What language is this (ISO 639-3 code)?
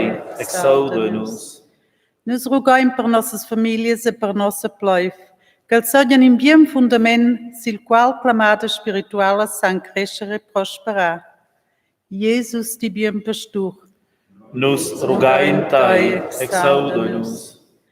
roh